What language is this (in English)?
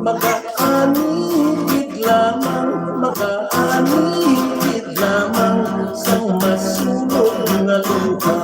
Hiligaynon